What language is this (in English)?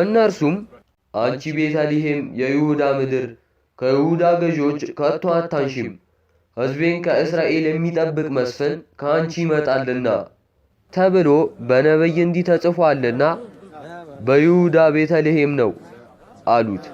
Amharic